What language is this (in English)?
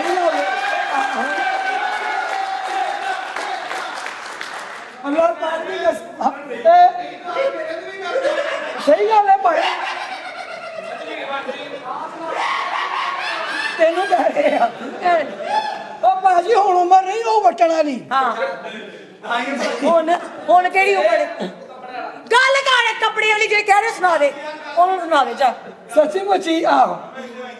Punjabi